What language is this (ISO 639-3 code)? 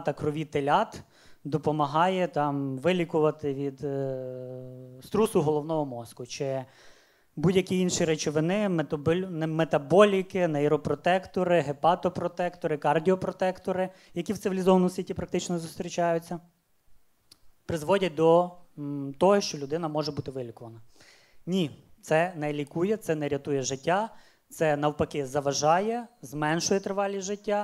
ukr